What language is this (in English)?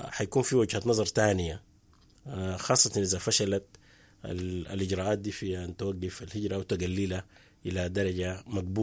Sudanese Arabic